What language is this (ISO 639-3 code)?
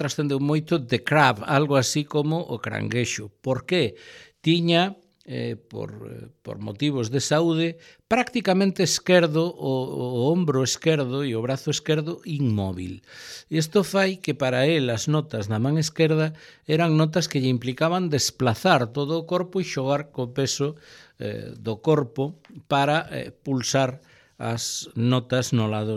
glg